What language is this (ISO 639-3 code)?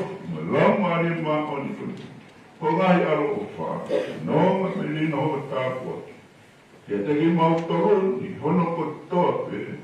ton